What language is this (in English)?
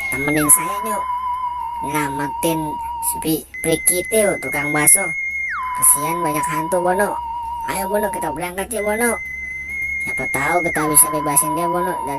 Betawi